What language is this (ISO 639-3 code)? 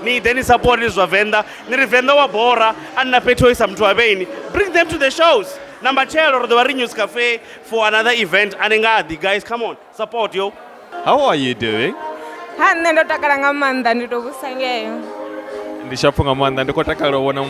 ven